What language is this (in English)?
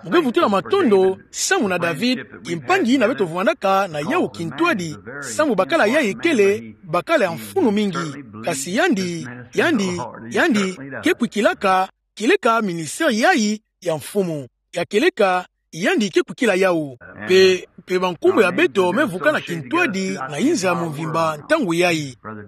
Kituba (Democratic Republic of Congo)